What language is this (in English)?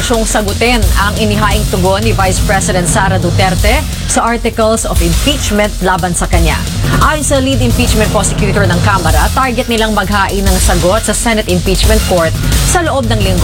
Filipino